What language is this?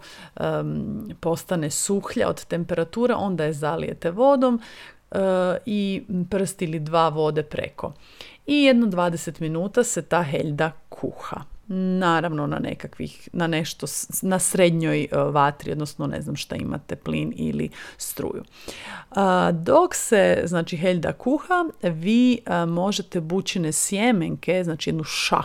Croatian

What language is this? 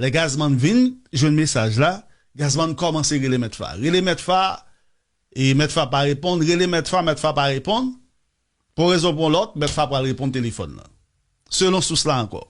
Haitian Creole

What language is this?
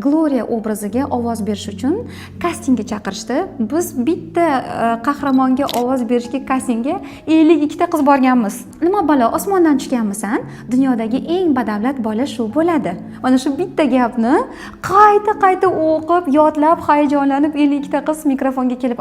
Uzbek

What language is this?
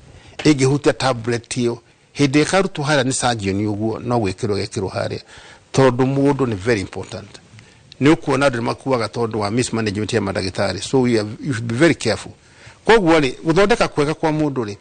Kikuyu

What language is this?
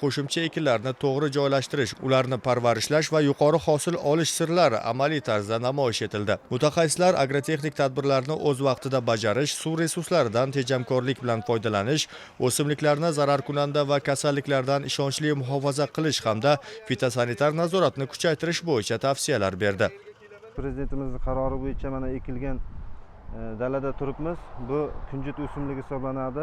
Uzbek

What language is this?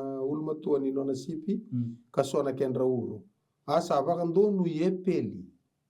Fijian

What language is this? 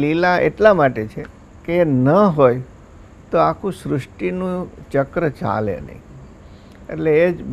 Gujarati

